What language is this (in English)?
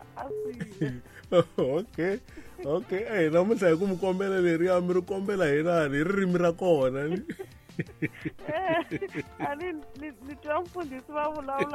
Tsonga